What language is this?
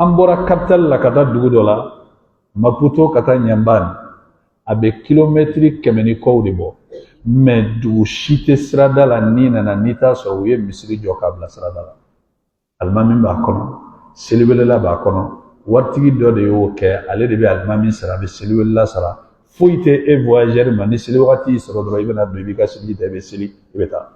Bambara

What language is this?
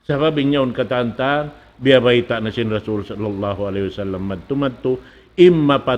Tausug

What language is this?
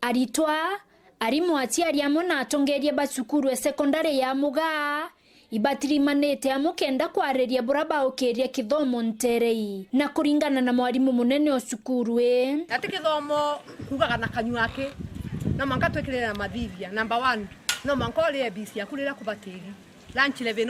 Meru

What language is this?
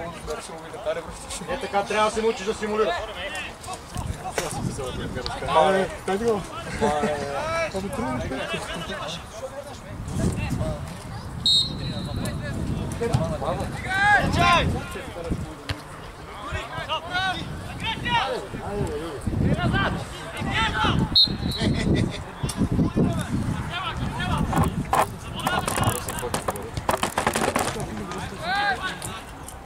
Bulgarian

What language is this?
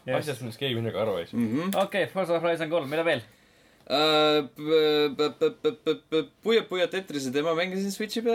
Estonian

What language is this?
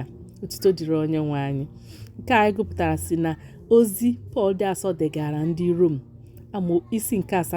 Igbo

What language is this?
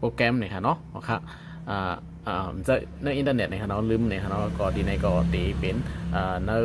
Shan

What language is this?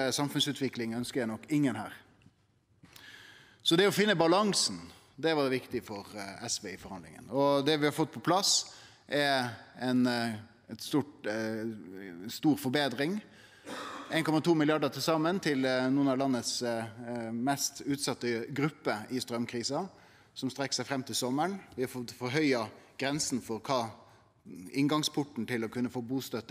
Norwegian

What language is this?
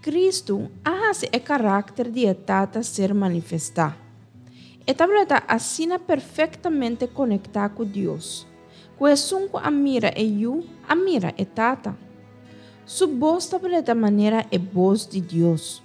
Papiamento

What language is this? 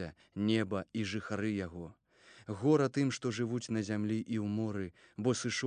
Belarusian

